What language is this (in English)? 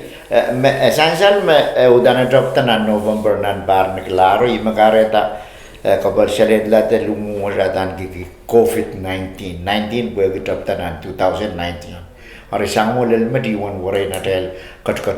Pohnpeian